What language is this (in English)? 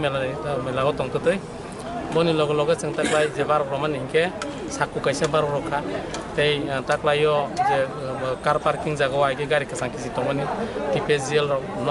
Riang (India)